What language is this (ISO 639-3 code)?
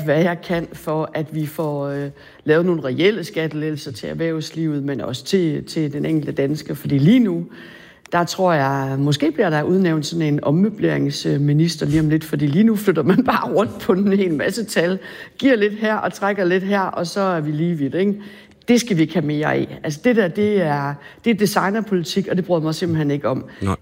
dan